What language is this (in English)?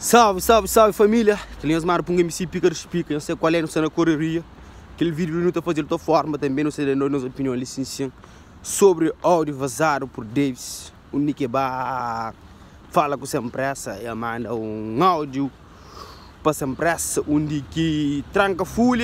Kabuverdianu